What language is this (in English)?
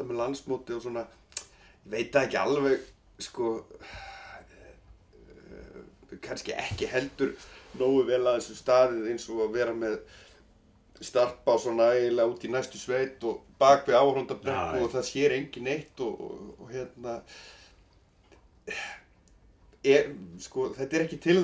Icelandic